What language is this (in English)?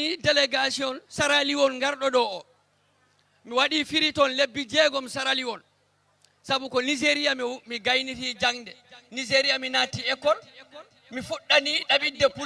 Fula